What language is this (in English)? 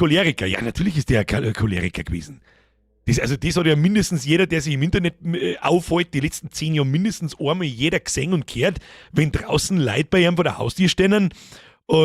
Bavarian